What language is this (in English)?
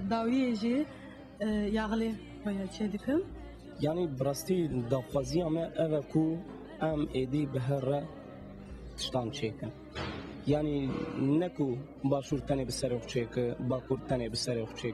Kurdish